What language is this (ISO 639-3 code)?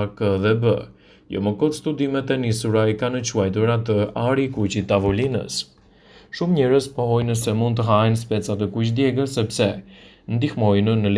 sqi